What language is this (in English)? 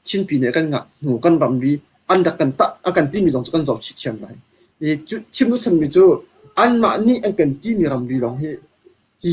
Hakha Chin